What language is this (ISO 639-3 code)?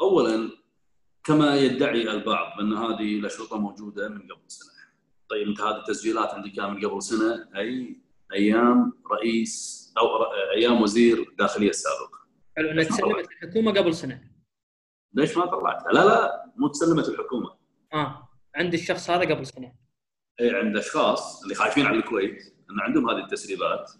afb